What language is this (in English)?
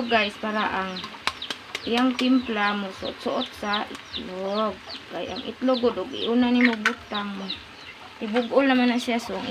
Cebuano